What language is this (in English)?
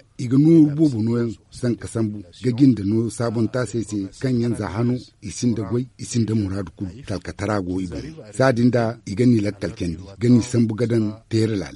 Zarma